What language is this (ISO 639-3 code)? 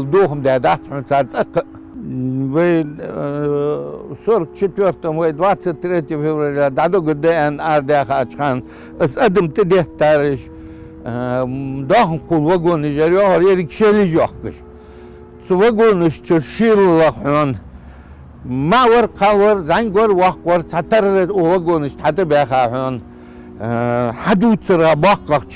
inh